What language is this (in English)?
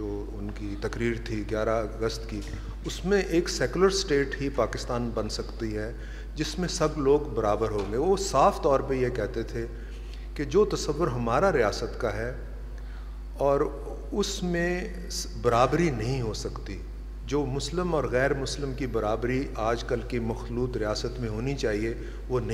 Urdu